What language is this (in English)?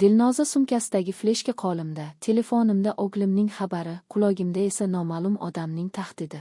Uzbek